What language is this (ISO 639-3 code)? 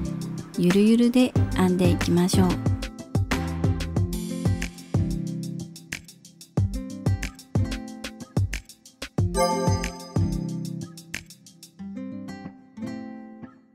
jpn